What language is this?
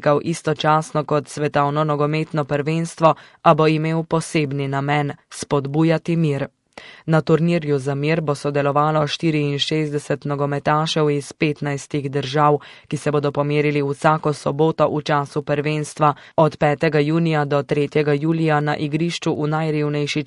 Slovenian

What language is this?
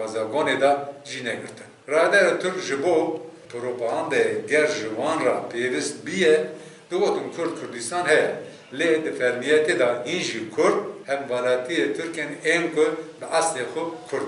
Kurdish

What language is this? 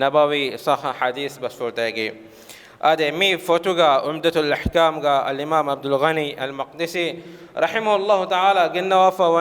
Divehi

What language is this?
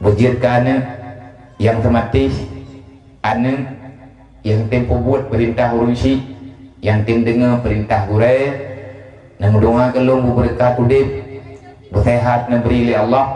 Achinese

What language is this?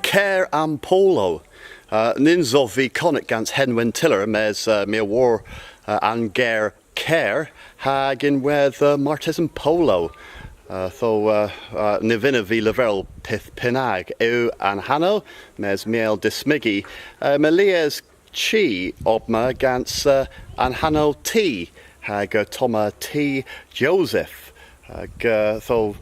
Cornish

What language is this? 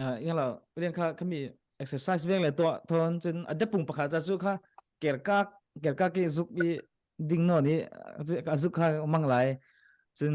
Falam Chin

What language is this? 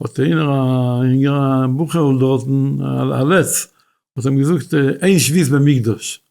Yiddish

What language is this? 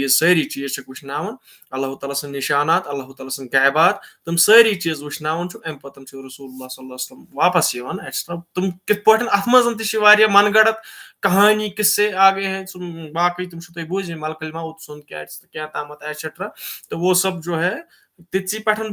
Kashmiri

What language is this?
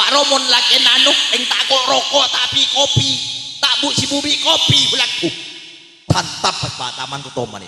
Madurese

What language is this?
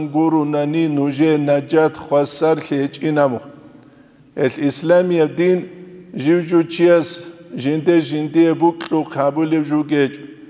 Avaric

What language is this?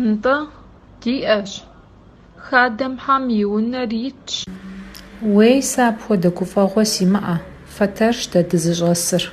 Kabardian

